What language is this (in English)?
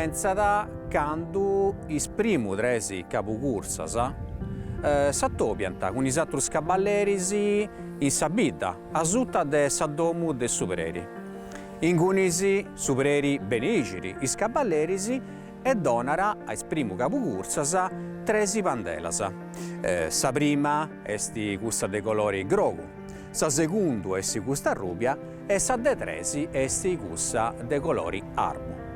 Sardinian